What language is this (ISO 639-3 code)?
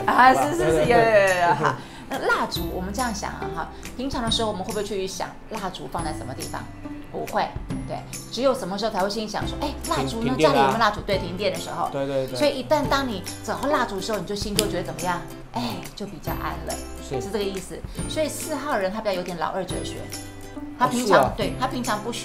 zho